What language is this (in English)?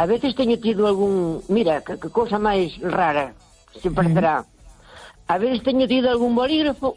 Galician